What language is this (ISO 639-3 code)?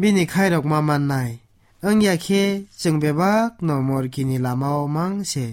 trp